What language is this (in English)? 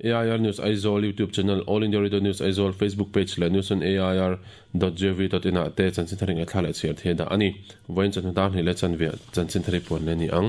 Mizo